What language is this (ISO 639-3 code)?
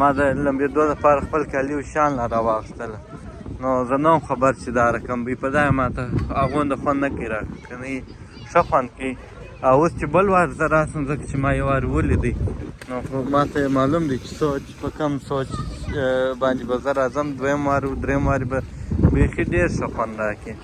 pus